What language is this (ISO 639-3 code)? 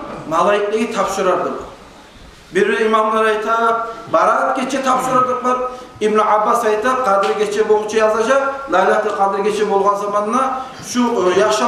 kum